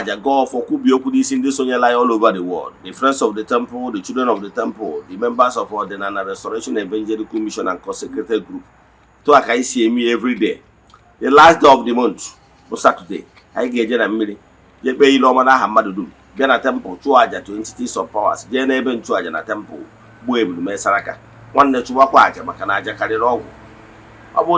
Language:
Igbo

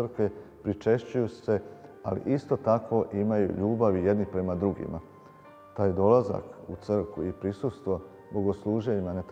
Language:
Serbian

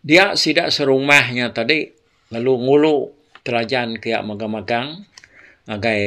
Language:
Iban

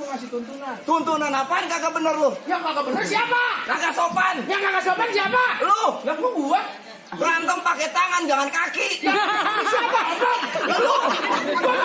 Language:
Betawi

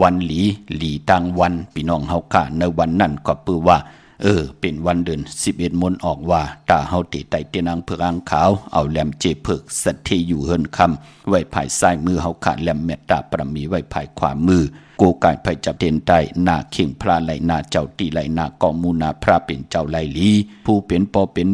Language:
Shan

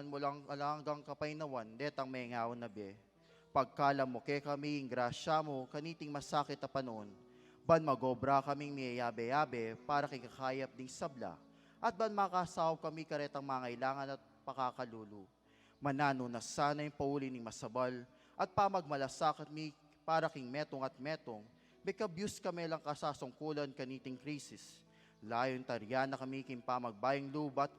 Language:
Pampanga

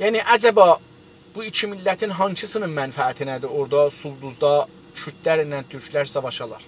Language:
South Azerbaijani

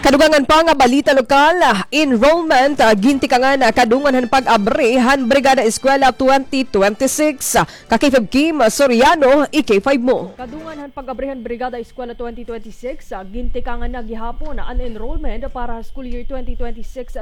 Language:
Waray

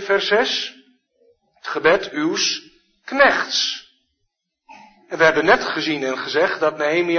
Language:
Dutch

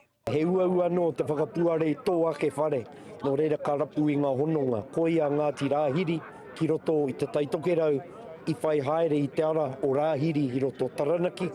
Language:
Māori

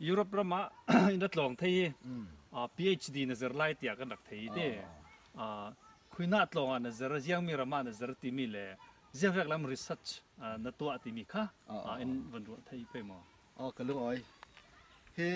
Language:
Falam Chin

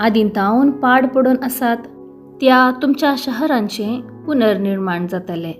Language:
Konkani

